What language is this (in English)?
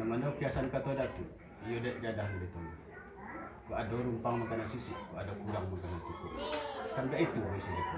Minangkabau